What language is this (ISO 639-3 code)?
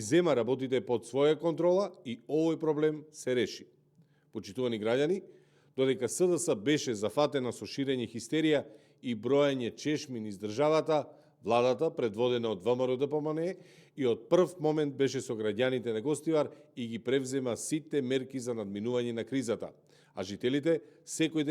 mkd